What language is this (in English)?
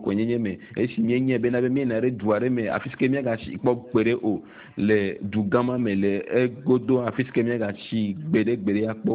Ewe